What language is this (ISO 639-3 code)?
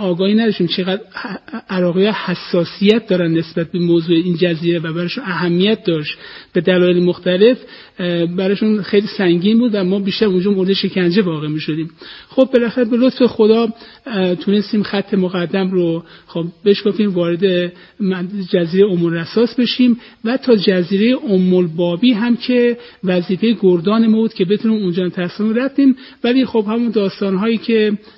fas